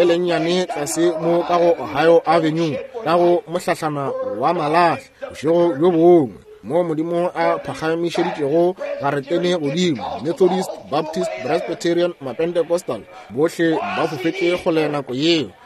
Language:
Northern Sotho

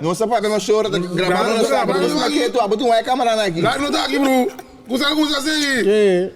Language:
Papiamento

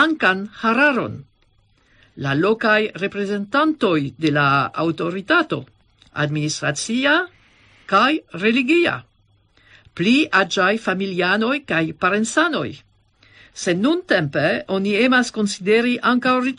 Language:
Esperanto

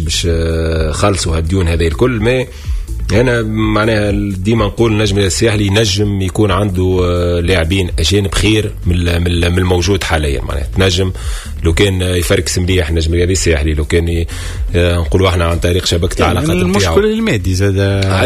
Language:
Tunisian Arabic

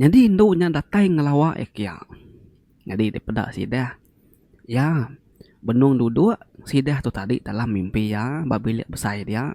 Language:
Iban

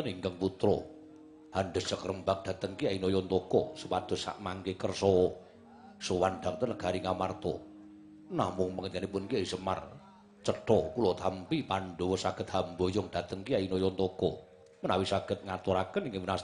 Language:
Javanese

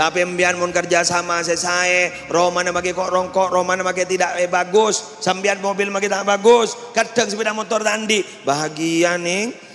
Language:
Madurese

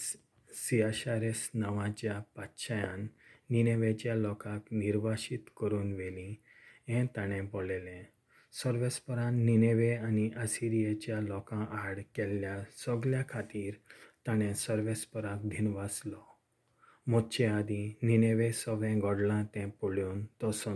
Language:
Konkani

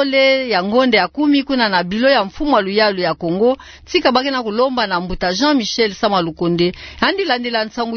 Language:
Kituba (Democratic Republic of Congo)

